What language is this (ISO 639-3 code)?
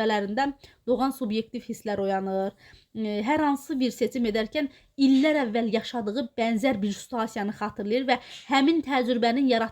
aze